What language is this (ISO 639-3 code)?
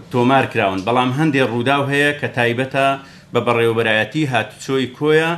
ckb